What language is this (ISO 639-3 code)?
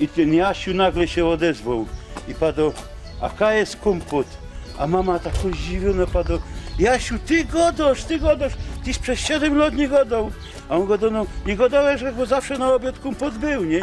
szl